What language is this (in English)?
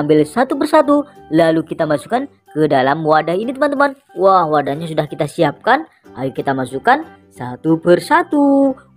Indonesian